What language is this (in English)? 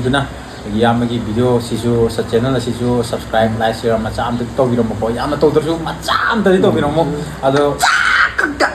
Manipuri